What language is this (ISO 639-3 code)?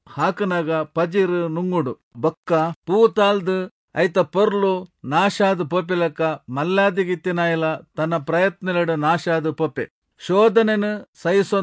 tcy